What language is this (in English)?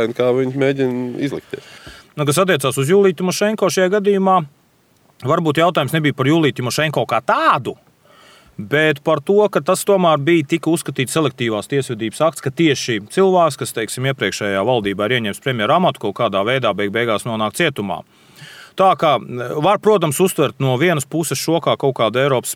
Latvian